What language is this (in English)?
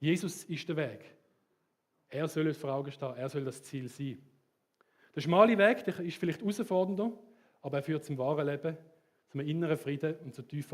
Swiss German